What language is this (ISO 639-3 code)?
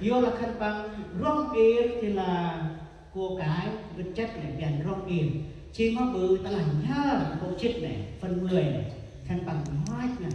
cmo